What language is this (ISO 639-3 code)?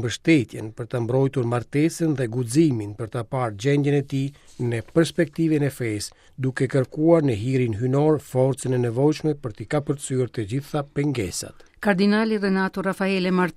sqi